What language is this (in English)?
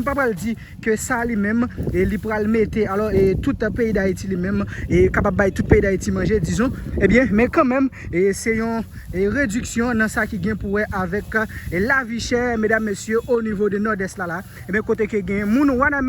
Haitian Creole